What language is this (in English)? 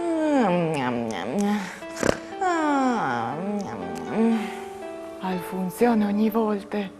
Friulian